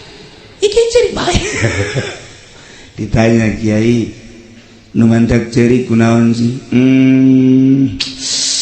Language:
Sundanese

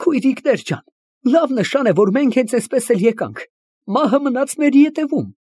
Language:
Armenian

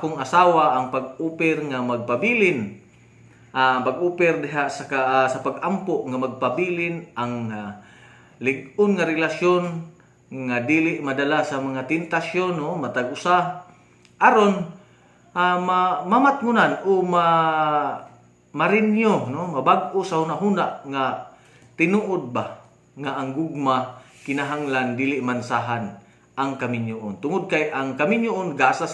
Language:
Cebuano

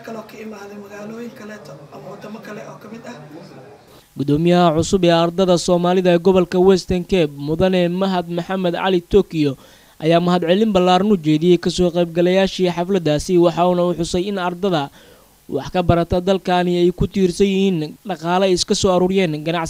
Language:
Somali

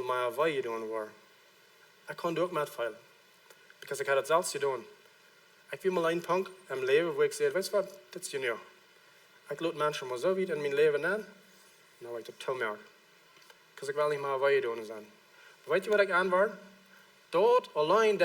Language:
Plautdietsch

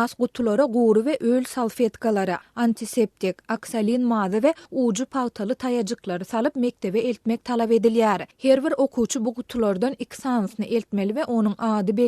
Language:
Turkmen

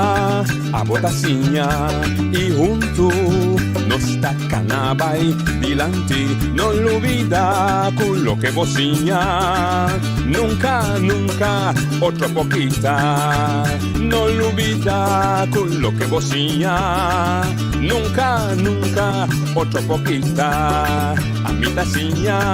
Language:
Papiamento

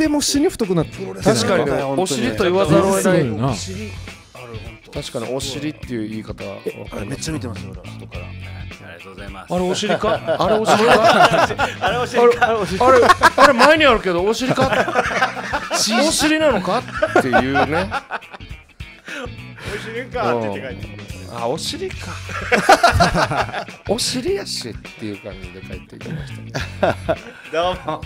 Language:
Japanese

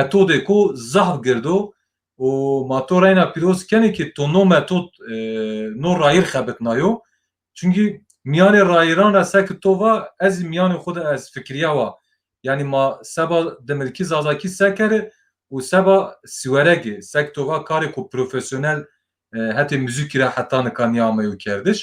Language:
Zaza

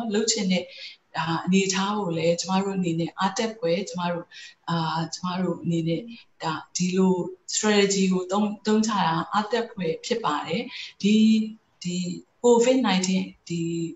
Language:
Burmese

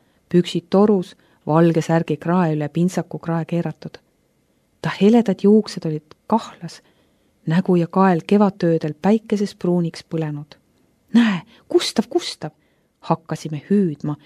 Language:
Estonian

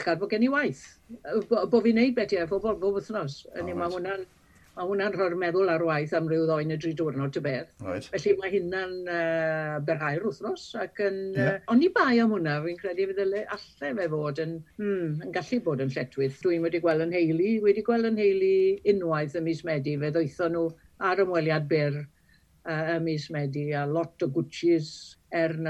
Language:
Welsh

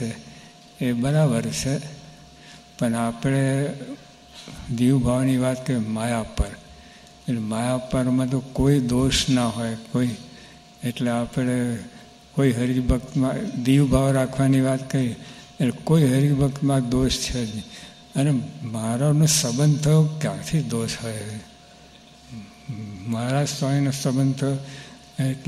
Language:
Gujarati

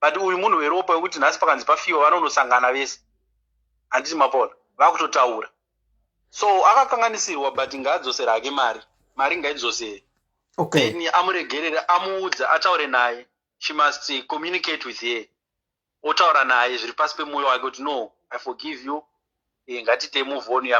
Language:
Shona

